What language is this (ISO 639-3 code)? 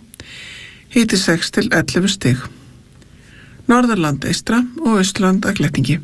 isl